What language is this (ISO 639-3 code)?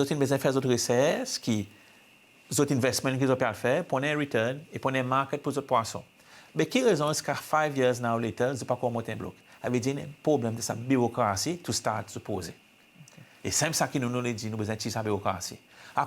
crs